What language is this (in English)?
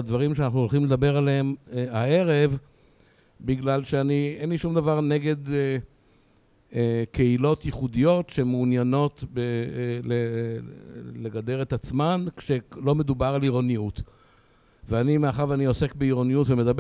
Hebrew